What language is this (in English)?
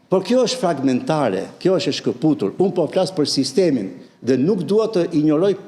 Albanian